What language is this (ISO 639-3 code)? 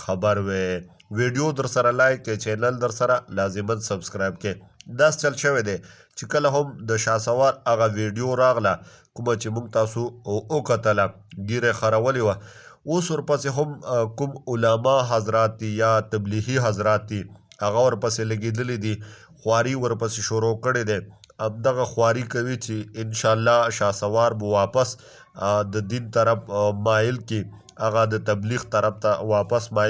pus